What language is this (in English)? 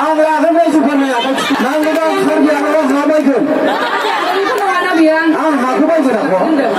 Bodo